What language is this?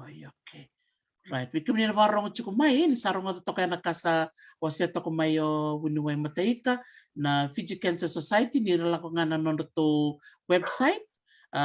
Fijian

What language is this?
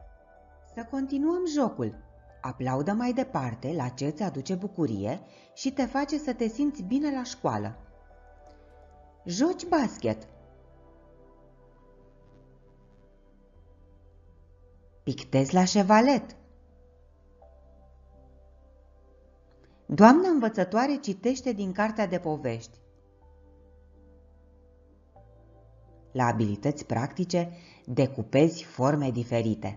Romanian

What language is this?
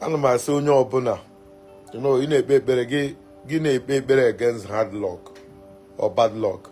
Igbo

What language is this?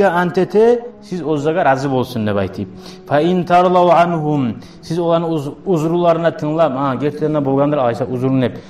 Kumyk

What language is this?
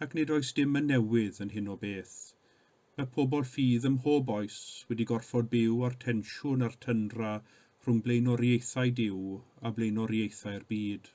Welsh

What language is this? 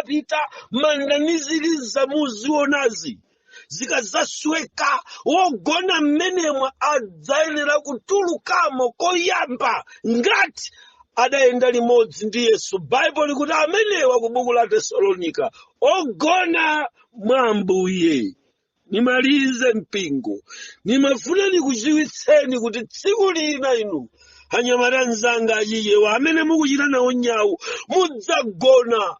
Nyanja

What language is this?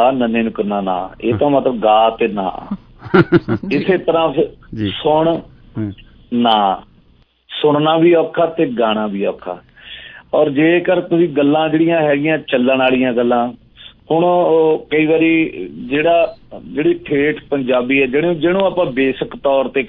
Punjabi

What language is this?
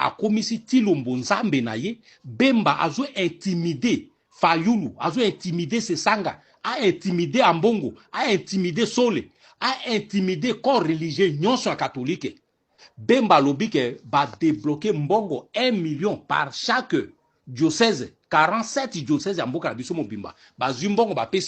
Lingala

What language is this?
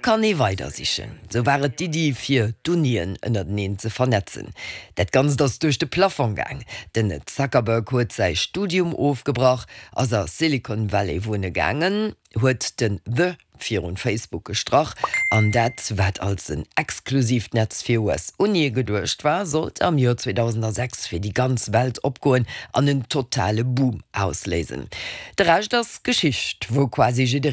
Luxembourgish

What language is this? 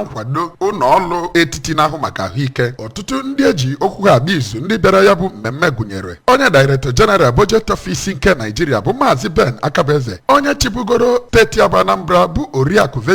Igbo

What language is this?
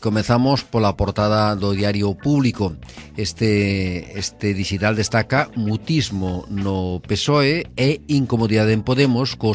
Galician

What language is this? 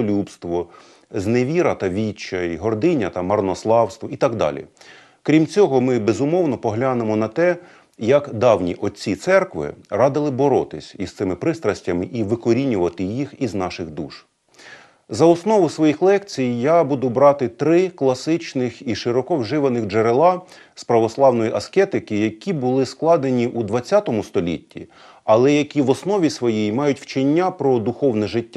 Ukrainian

